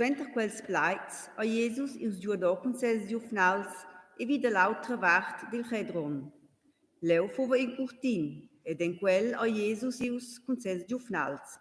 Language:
Romansh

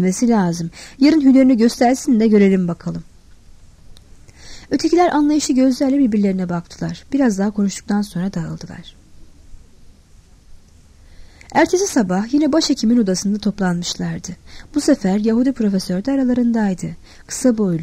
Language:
Turkish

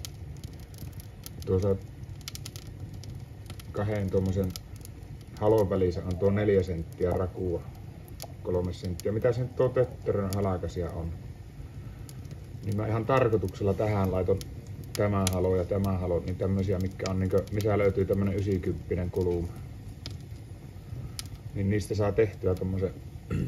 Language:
Finnish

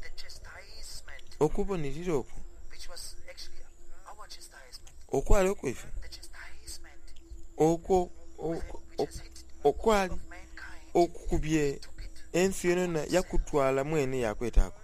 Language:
Soga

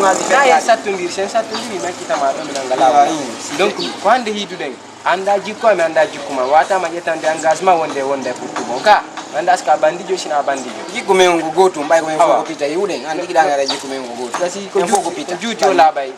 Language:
Fula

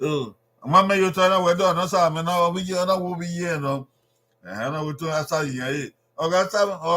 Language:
Bini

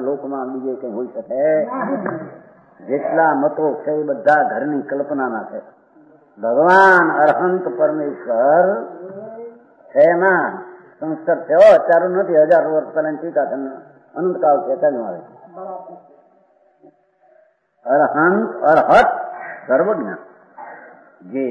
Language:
Gujarati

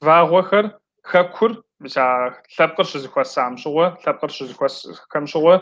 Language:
Kabardian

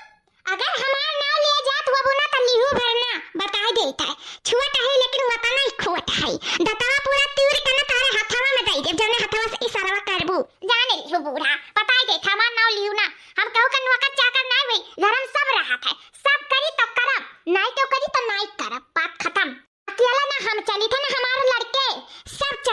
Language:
Awadhi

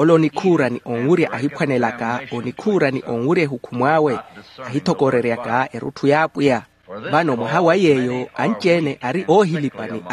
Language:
Makhuwa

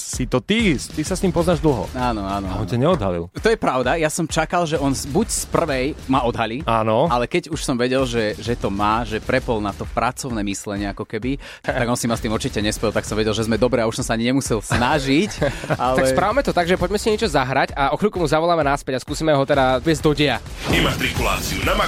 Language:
Slovak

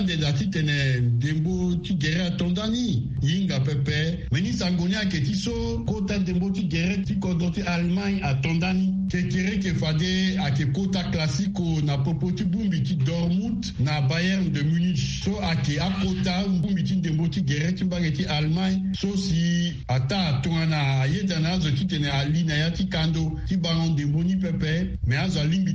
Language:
Sango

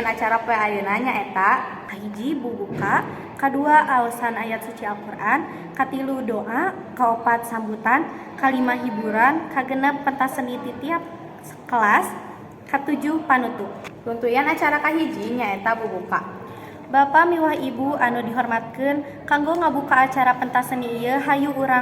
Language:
Sundanese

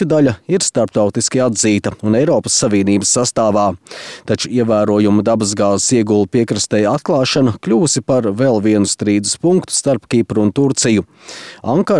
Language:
Latvian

